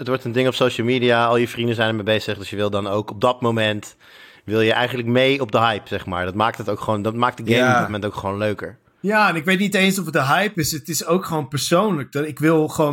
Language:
Dutch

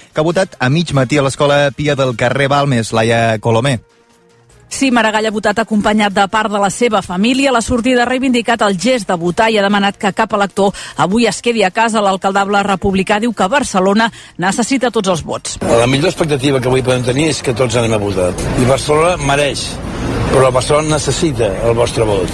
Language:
Catalan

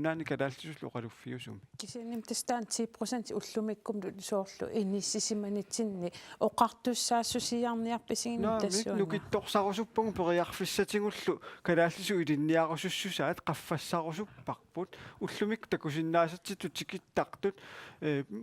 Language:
Kalaallisut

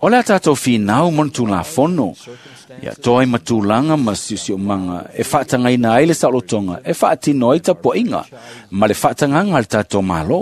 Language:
Samoan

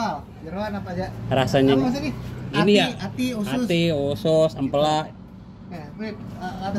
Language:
Betawi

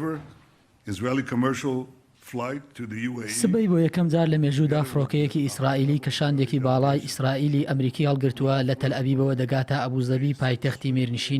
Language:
Central Kurdish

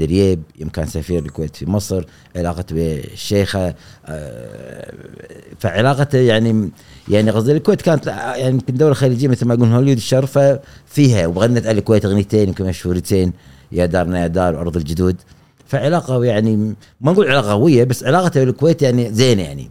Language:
Gulf Arabic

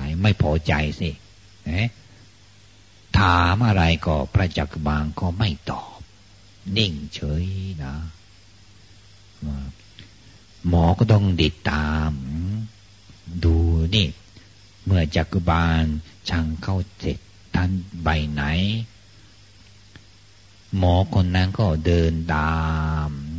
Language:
Thai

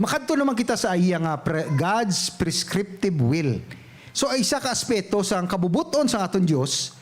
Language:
Hiligaynon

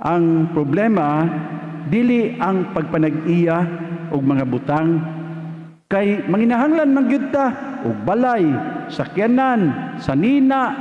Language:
Cebuano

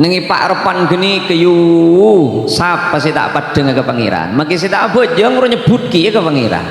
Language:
Madurese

